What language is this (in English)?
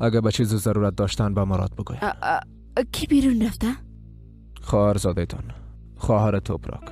Persian